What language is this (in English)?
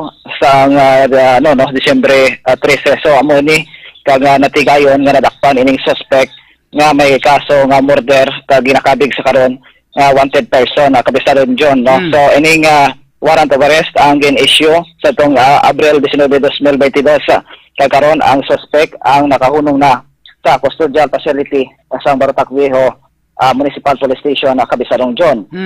Hiligaynon